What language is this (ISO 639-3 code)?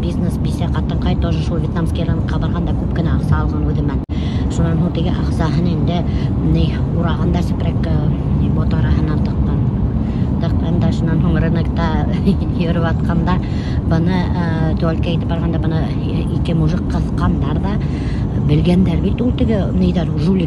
bak